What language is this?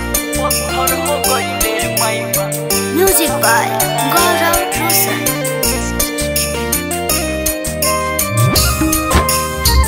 Bhojpuri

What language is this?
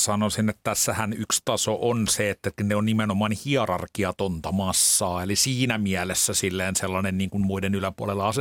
Finnish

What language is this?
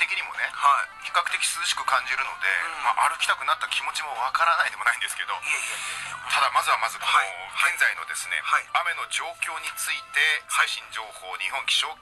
Japanese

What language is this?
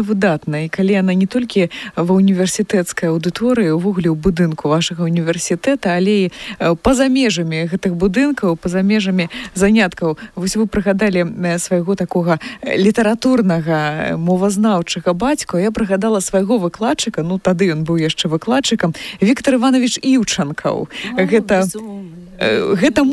Belarusian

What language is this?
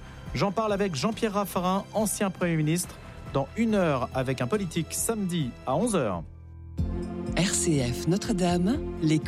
French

